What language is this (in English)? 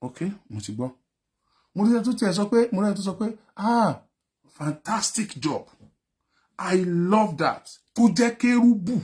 Yoruba